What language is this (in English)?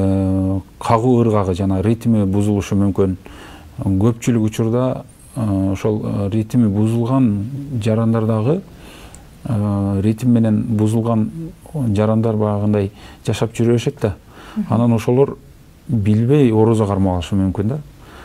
Kyrgyz